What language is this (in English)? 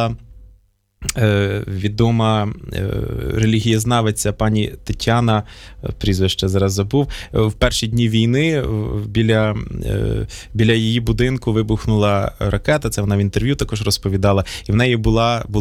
Ukrainian